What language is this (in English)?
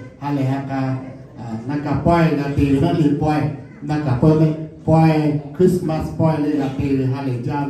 Lahu